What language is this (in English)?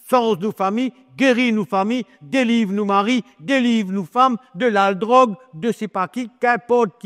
Morisyen